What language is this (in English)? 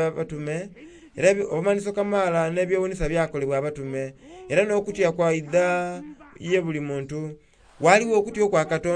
Soga